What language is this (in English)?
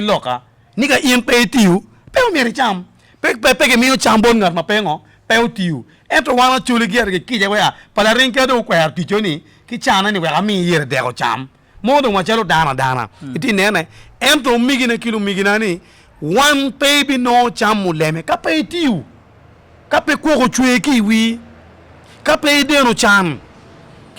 Acoli